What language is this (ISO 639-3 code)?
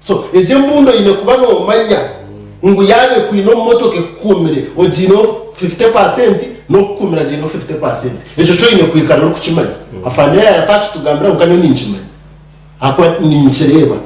nyn